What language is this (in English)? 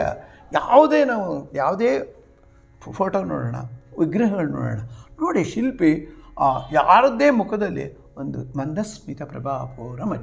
Kannada